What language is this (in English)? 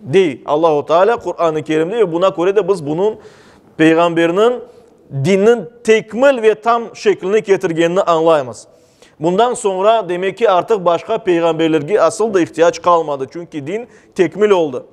Crimean Tatar